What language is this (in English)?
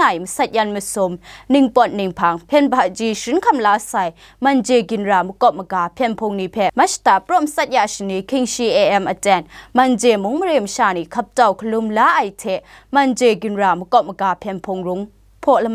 Kachin